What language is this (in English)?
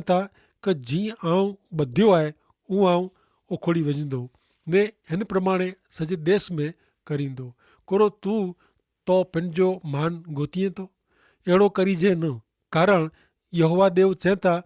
Kachhi